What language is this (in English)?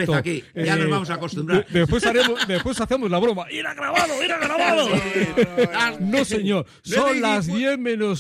Spanish